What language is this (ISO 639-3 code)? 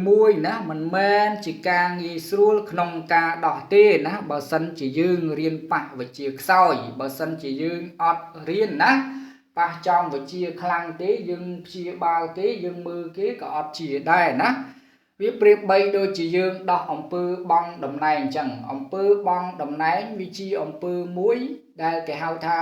khm